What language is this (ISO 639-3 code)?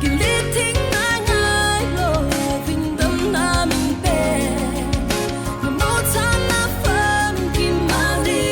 cfm